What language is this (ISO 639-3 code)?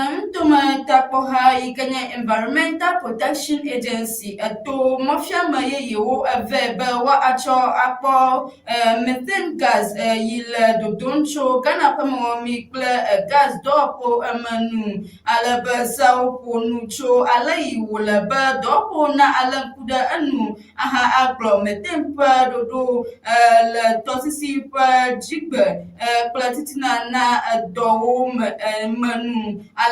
ewe